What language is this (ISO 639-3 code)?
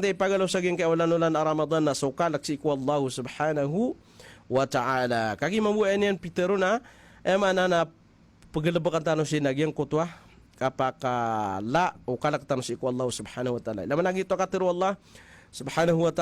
mrw